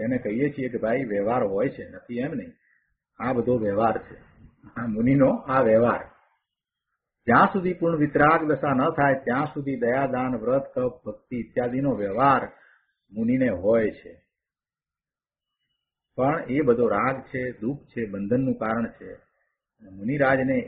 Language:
Gujarati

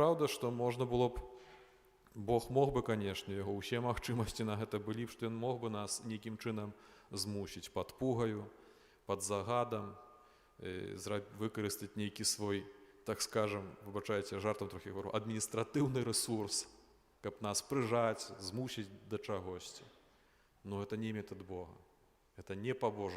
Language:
Belarusian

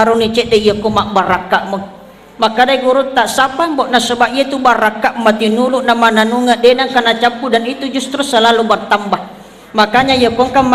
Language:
Buginese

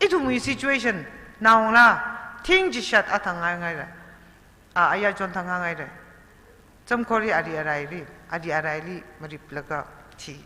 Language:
Tangkhul Naga (India)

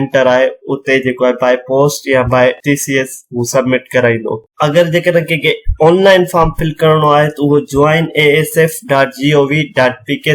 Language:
Sindhi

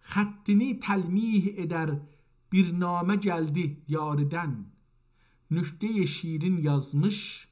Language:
South Azerbaijani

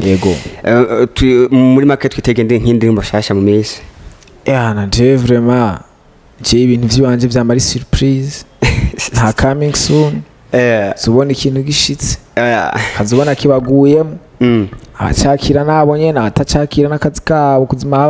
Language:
Rundi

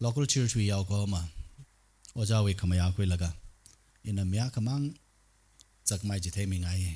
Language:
Tangkhul Naga (India)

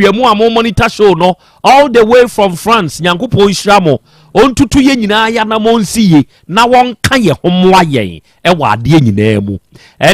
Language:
Akan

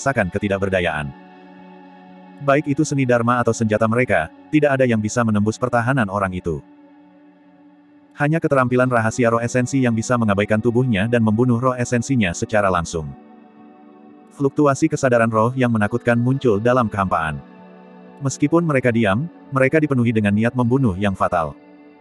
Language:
Indonesian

